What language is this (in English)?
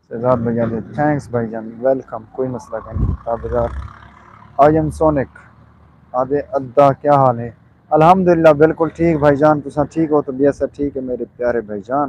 Saraiki